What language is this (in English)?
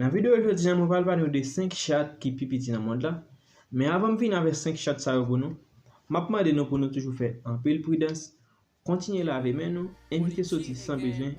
Haitian Creole